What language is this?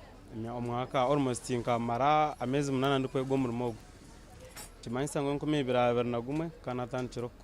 Nyankole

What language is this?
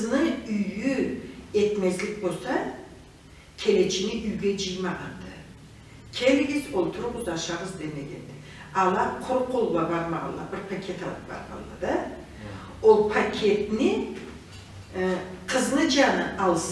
Karachay-Balkar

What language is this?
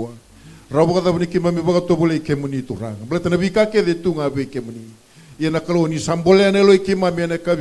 Fijian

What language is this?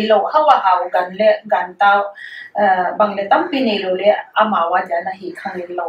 Paite Chin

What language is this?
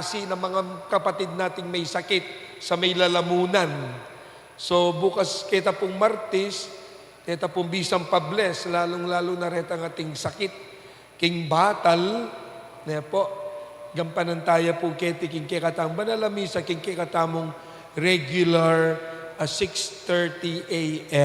Pampanga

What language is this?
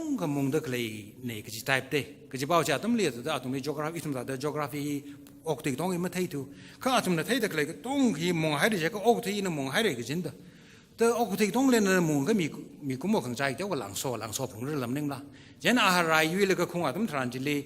Tangkhul Naga (India)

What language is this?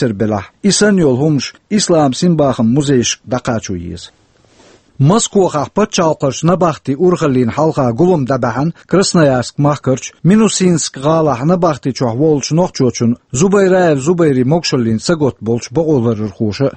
Chechen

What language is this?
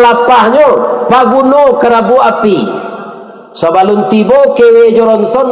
Minangkabau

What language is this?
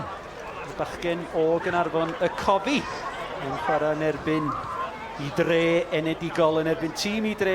Welsh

